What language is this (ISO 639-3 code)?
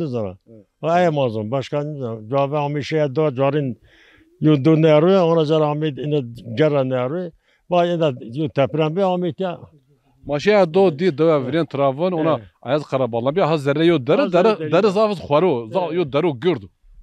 zza